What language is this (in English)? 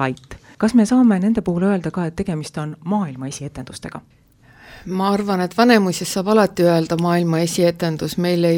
Estonian